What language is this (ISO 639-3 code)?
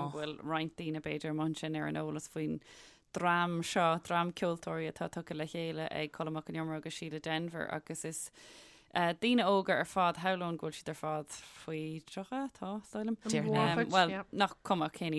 gle